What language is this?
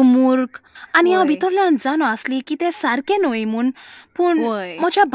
Konkani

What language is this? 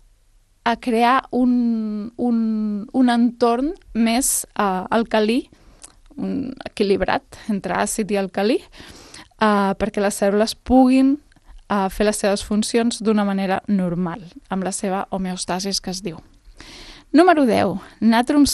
Catalan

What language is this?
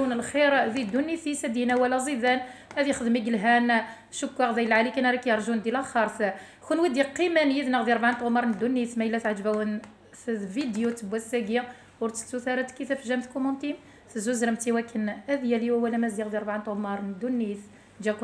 Kabyle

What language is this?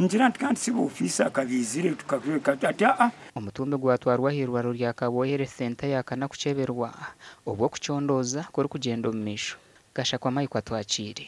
Nyankole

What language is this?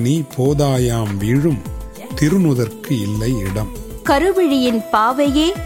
Tamil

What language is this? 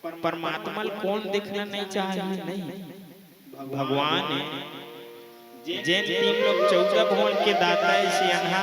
Chhattisgarhi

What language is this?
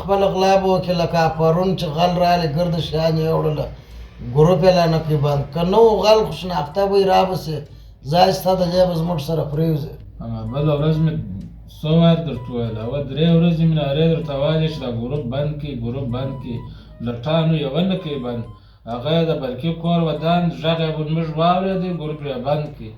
Pashto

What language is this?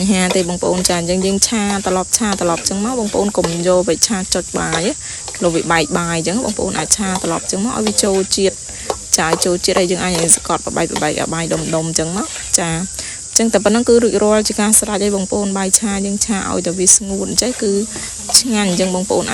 Khmer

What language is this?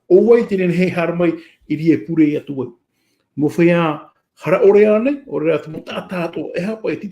Tahitian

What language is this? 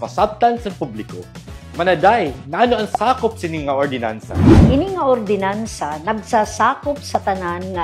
Waray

